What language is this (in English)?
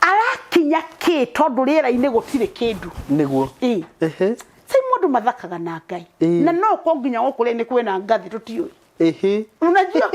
Kikuyu